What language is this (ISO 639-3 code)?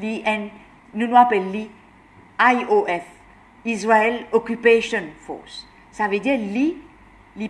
mfe